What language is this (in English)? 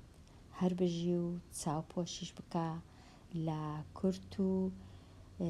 Central Kurdish